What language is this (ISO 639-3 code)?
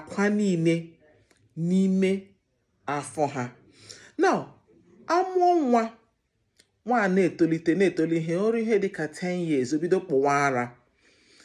ibo